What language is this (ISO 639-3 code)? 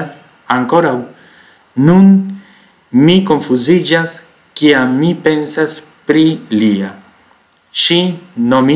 epo